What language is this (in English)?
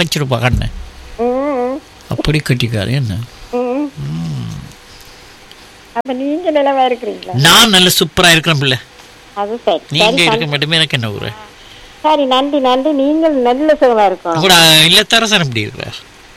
Tamil